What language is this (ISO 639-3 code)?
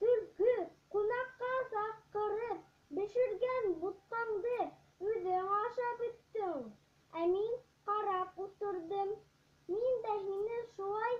bak